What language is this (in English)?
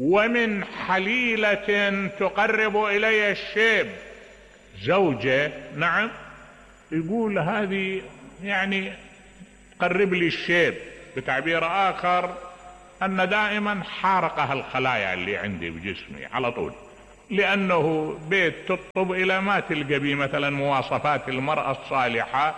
Mesopotamian Arabic